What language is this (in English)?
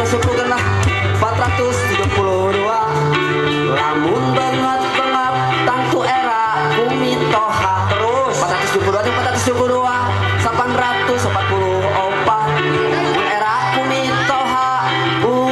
Sundanese